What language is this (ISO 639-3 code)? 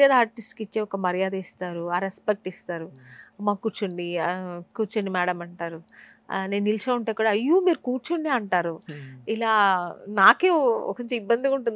tel